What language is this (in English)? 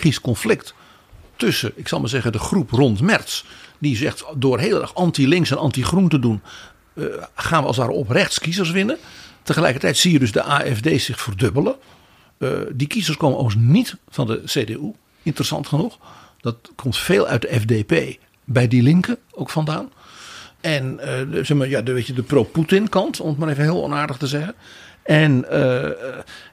Dutch